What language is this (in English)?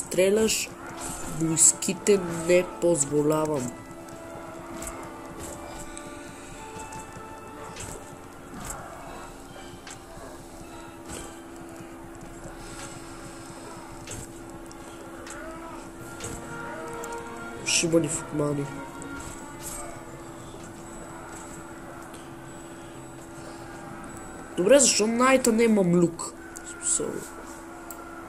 Bulgarian